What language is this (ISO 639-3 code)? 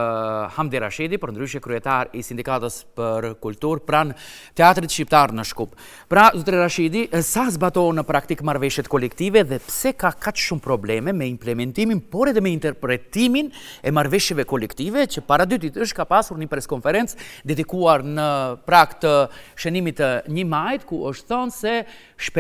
sqi